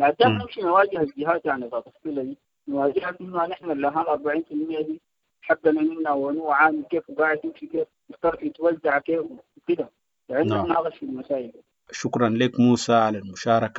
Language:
Sudanese Arabic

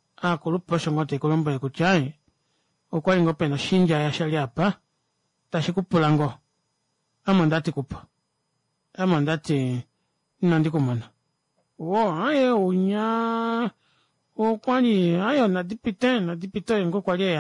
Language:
Kuanyama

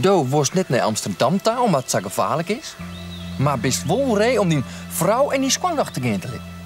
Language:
Western Frisian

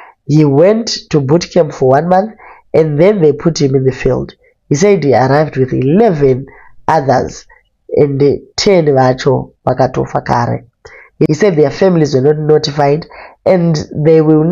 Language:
Shona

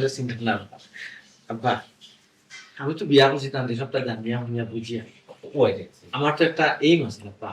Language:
Sylheti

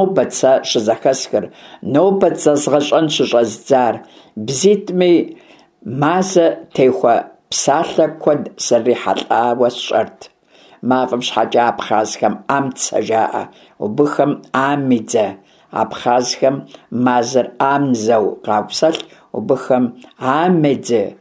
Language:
Kabardian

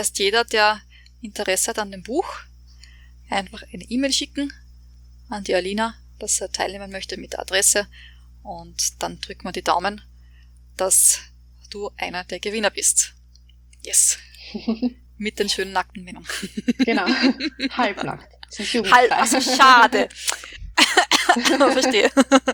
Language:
German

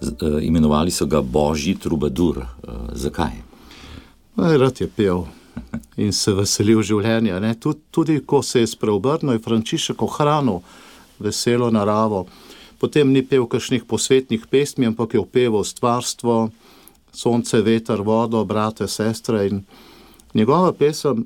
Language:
Slovenian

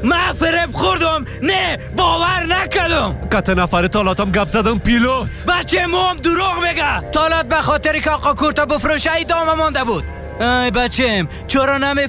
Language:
Persian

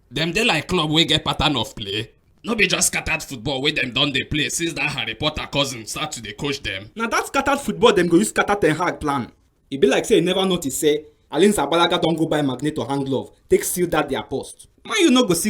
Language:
Nigerian Pidgin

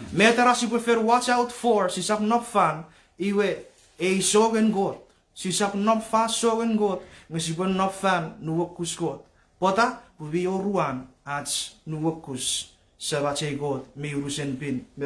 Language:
Chuukese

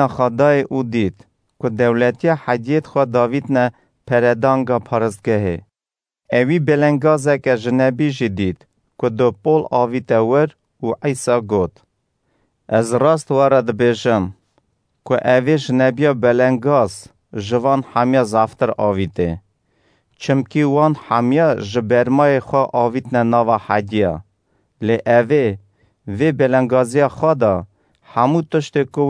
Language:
Kurdish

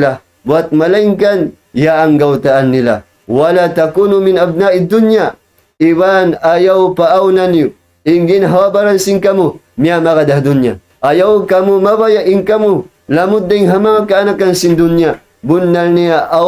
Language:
Tausug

